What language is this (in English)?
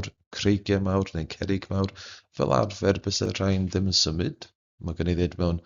Welsh